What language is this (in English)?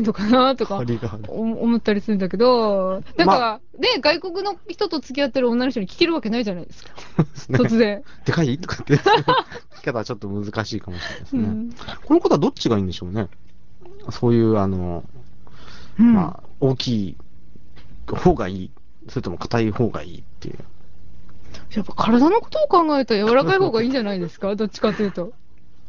Japanese